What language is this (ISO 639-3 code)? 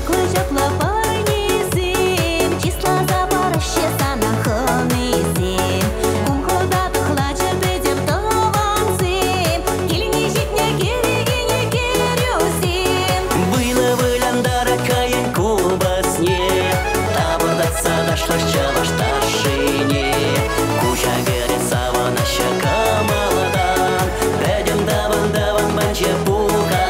chv